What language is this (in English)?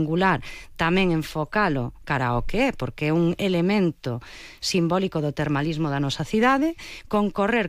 Galician